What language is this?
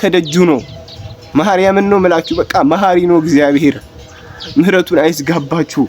Amharic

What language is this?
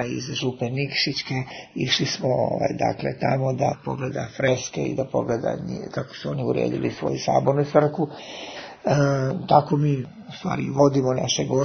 Serbian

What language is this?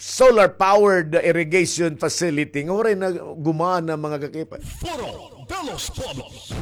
Waray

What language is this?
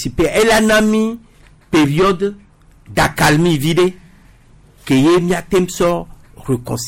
Gen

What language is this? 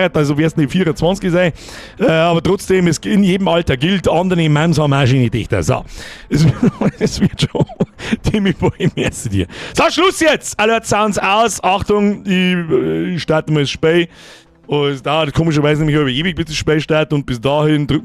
Bavarian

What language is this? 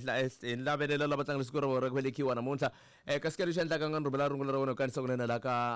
Tsonga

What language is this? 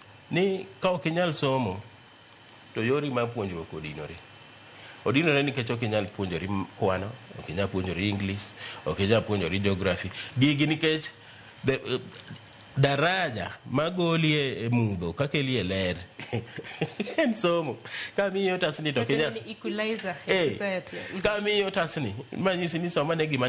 Luo (Kenya and Tanzania)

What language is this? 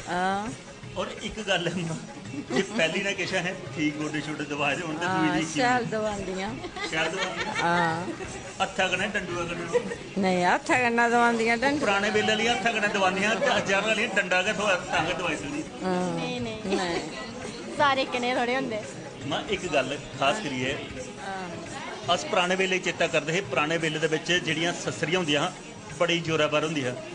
Dogri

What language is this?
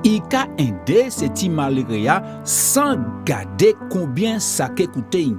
Guadeloupean Creole French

